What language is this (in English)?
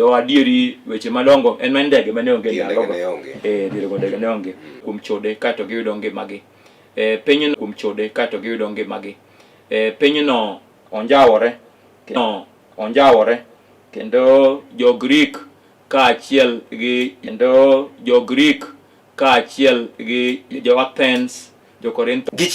Luo (Kenya and Tanzania)